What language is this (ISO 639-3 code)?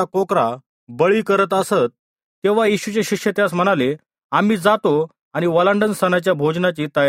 mar